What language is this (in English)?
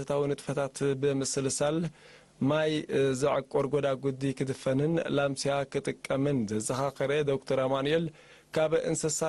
Tigrinya